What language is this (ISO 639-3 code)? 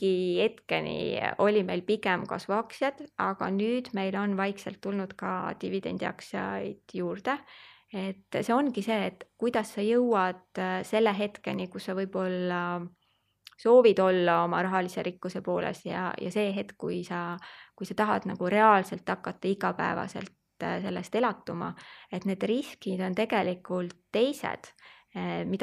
est